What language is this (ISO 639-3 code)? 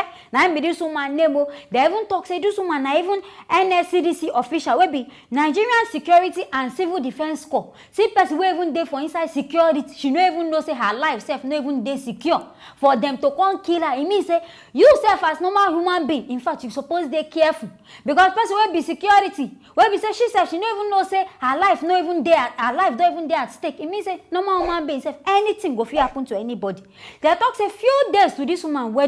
pcm